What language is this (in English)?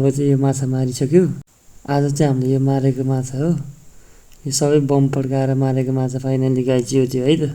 Nepali